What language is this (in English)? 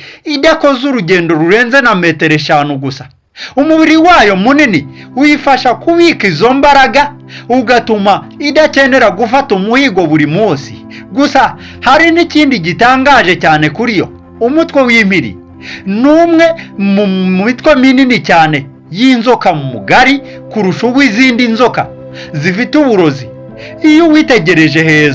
Kinyarwanda